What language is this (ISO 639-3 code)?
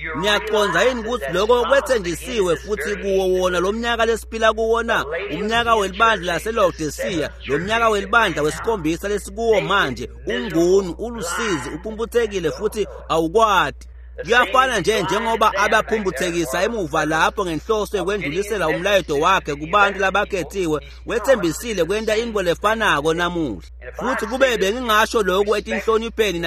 ssw